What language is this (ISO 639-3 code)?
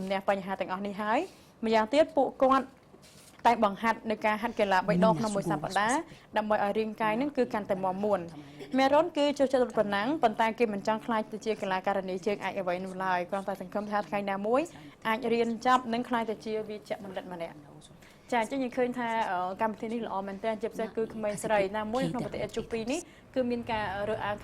khm